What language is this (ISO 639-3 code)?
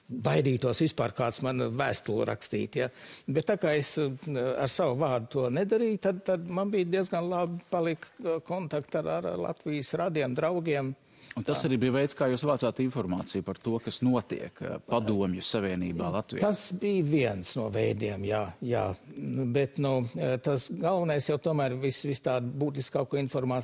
lav